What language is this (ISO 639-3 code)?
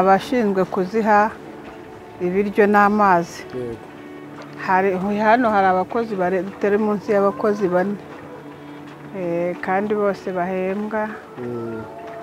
kin